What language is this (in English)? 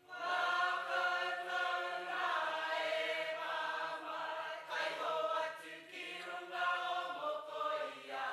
Māori